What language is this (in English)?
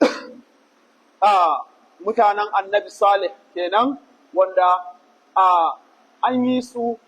Hausa